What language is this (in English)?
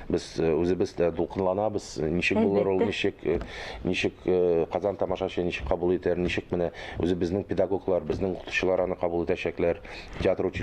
Tatar